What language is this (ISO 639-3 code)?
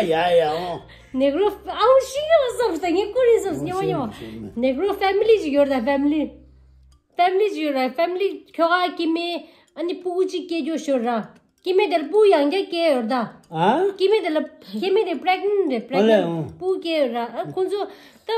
bod